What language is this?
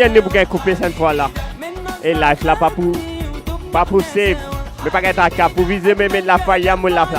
Morisyen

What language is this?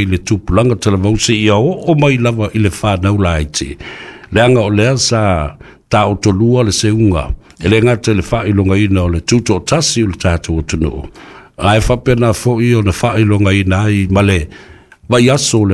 Samoan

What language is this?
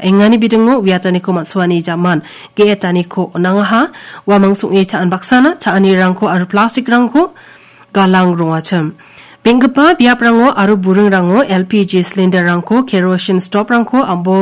Garo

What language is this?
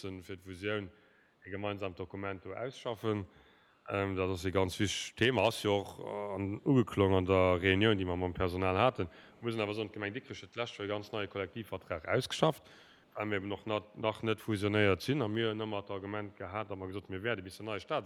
Luxembourgish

